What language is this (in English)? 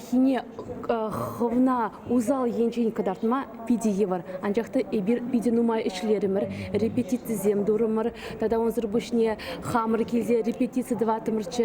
Chuvash